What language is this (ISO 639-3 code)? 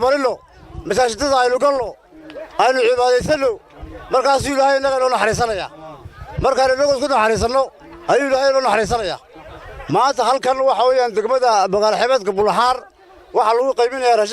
som